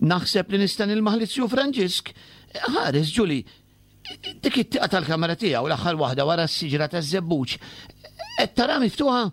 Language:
Maltese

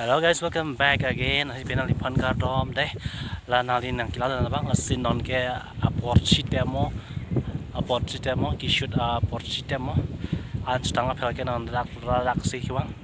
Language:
Karbi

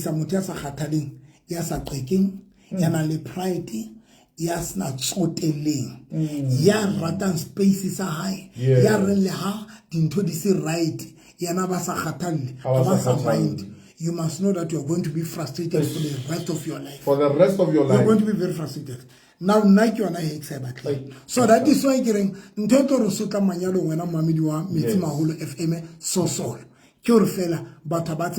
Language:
Southern Sotho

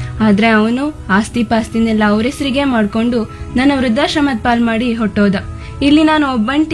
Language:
Kannada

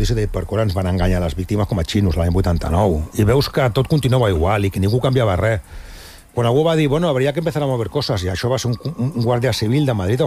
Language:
Catalan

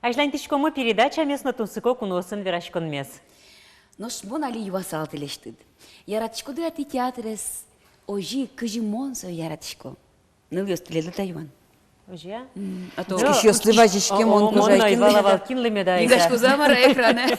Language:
Udmurt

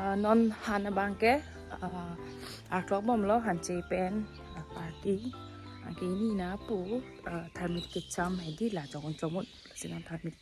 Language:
Karbi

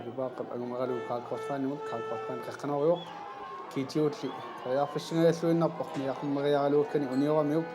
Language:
Kalaallisut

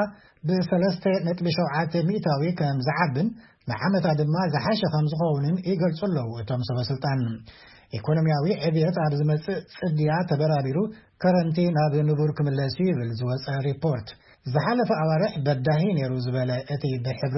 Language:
Tigrinya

